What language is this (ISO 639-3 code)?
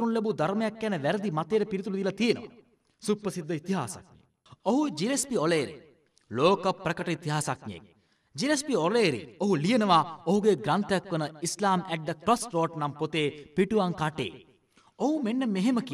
sin